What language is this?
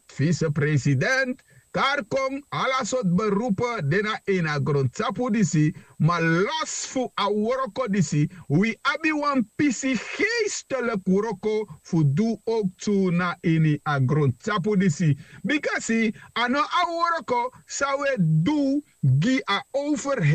Sranan Tongo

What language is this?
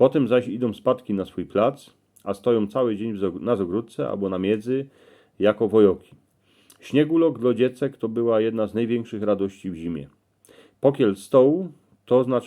Silesian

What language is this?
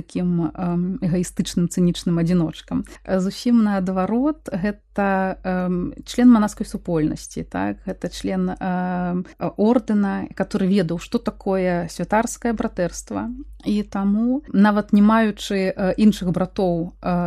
Belarusian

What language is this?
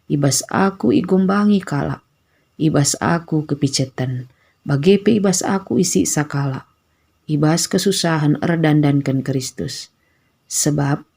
Batak Karo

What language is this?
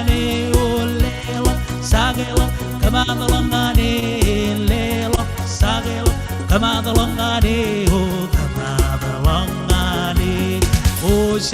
Marshallese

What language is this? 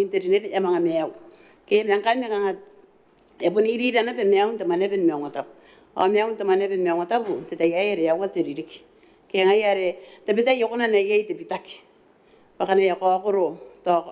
Gilbertese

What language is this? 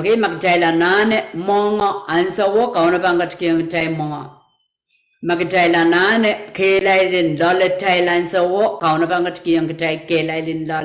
Pohnpeian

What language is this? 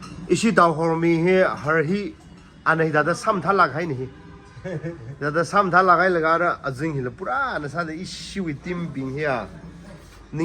Tangkhul Naga (India)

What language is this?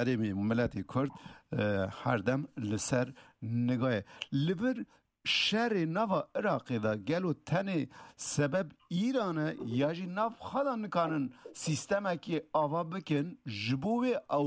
Kurdish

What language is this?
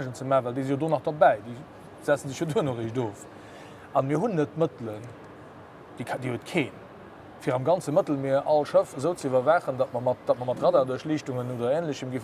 Luxembourgish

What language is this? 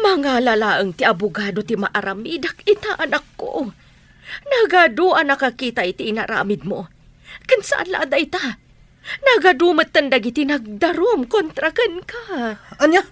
Iloko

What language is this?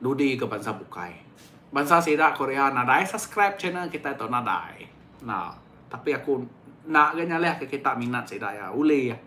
Iban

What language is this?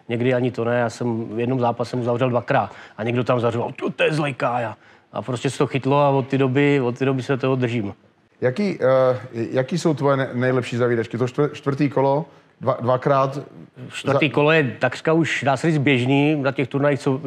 Czech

